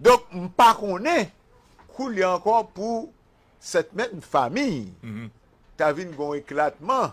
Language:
Haitian Creole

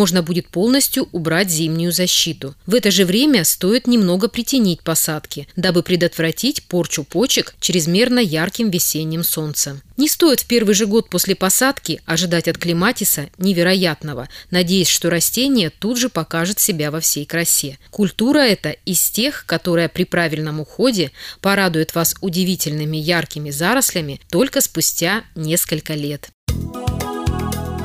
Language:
Russian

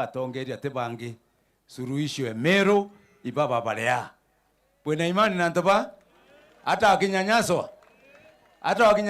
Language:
Meru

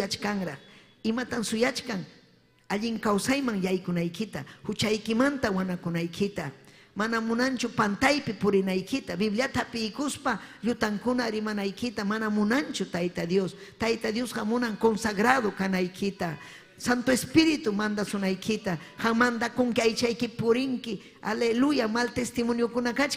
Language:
Ayacucho Quechua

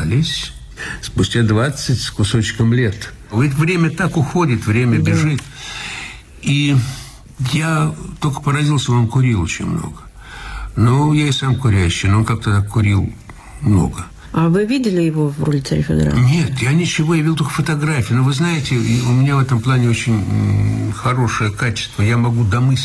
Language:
Russian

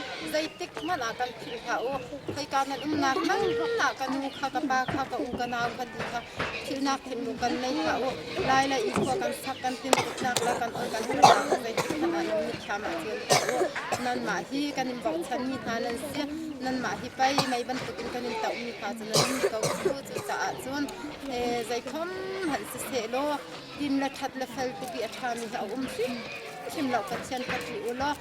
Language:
Hakha Chin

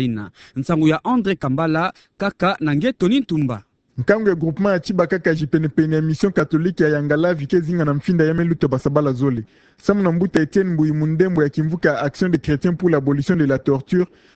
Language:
Kituba (Democratic Republic of Congo)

